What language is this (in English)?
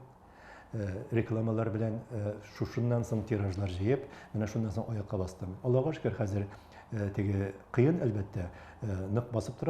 Tatar